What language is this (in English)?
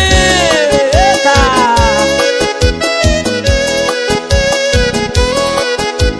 Portuguese